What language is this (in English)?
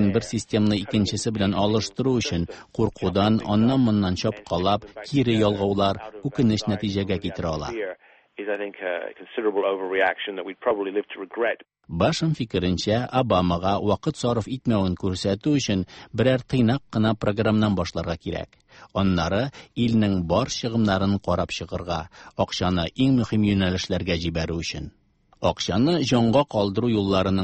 Tatar